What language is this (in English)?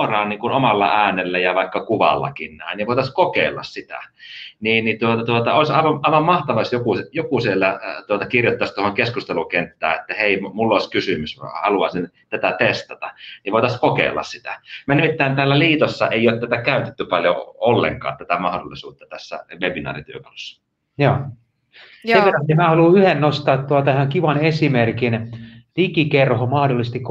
Finnish